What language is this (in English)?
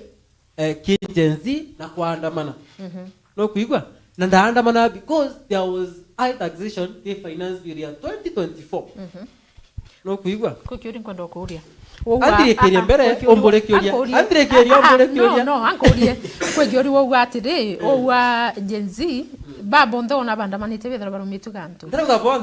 Meru